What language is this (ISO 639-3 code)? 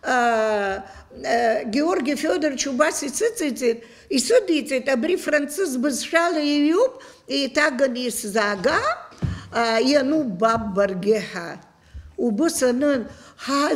abk